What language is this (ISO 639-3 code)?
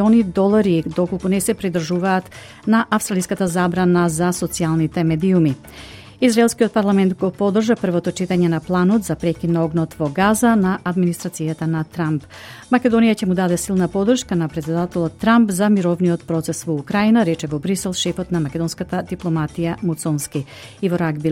mkd